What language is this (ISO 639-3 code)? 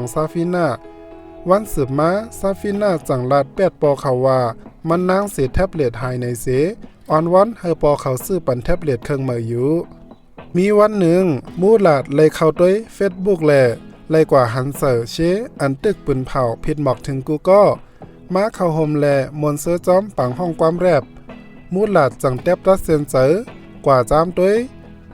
shn